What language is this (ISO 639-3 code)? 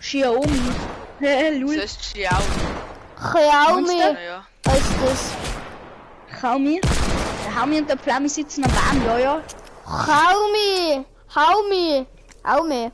bar